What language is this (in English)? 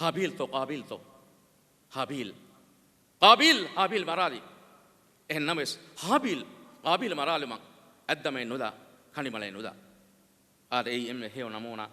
Divehi